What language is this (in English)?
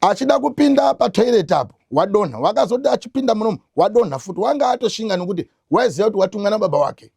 Shona